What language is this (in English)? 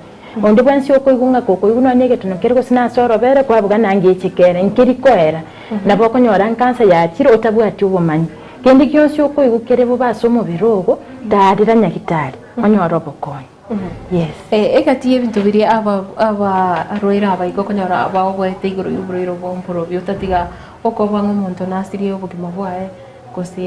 Gusii